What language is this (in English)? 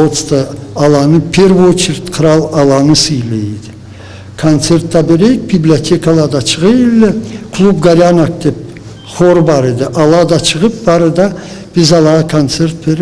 Karachay-Balkar